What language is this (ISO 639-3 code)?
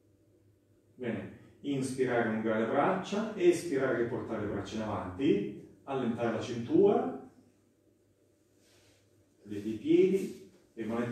ita